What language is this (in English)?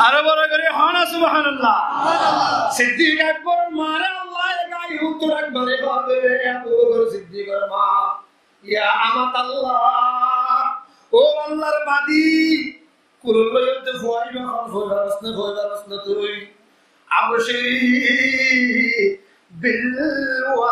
Rohingya